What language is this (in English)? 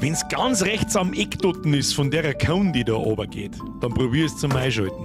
Bavarian